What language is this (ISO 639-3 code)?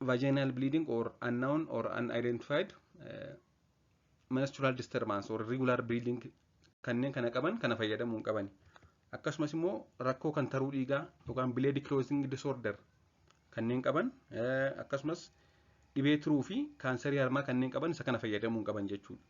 orm